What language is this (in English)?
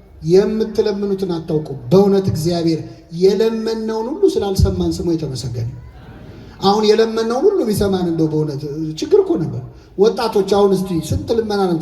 Amharic